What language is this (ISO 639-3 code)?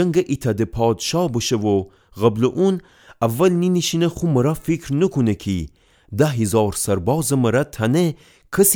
glk